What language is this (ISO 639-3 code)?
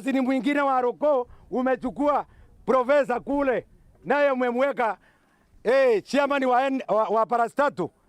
mer